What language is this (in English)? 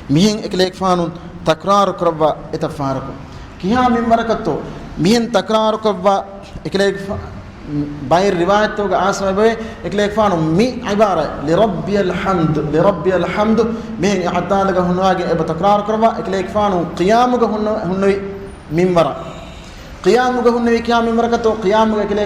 Divehi